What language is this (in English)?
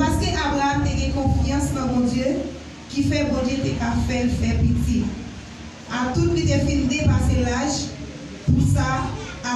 Haitian Creole